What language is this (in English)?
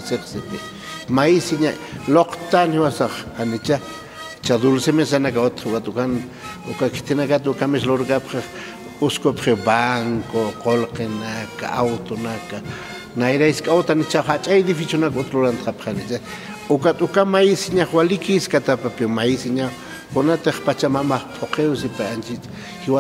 Aymara